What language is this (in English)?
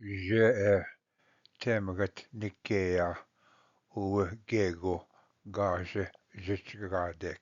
Ojibwa